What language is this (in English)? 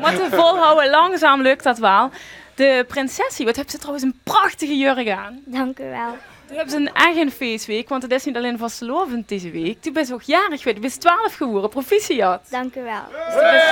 Limburgish